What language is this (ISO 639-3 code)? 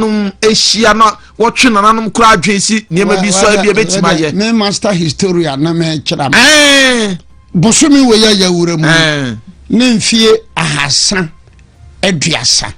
aka